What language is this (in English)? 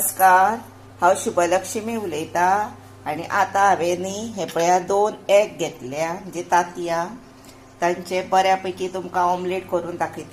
Konkani